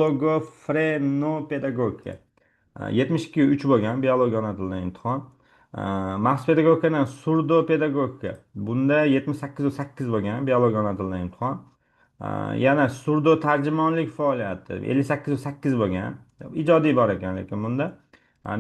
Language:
Uzbek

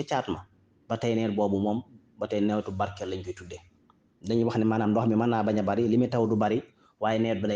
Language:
Wolof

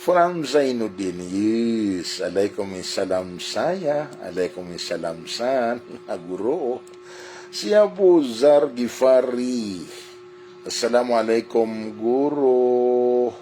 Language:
Maranao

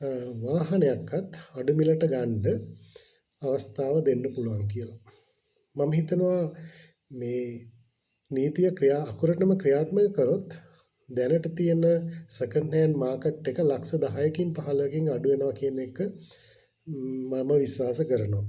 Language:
Sinhala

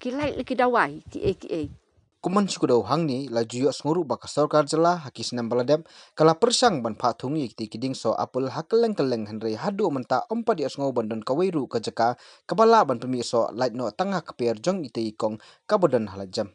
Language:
Khasi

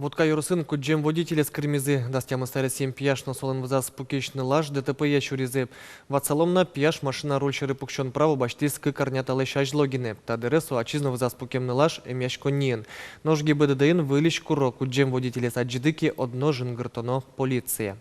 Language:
Udmurt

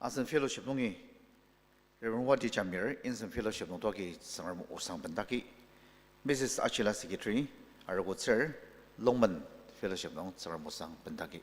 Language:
Ao Naga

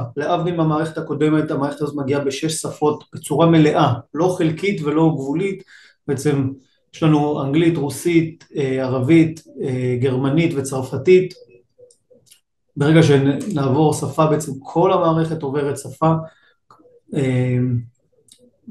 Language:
Hebrew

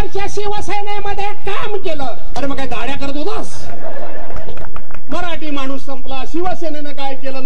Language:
Marathi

